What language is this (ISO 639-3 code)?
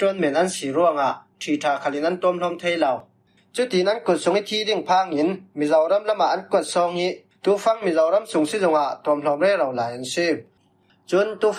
cfm